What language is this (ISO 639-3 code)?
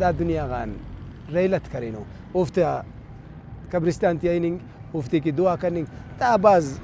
brh